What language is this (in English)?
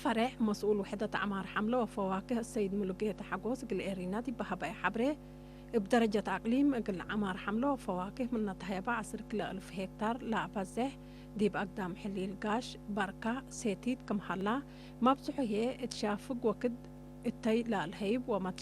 Tigre